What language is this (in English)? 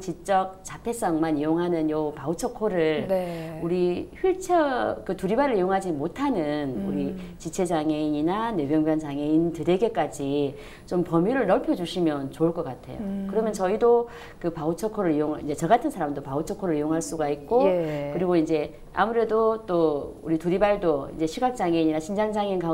Korean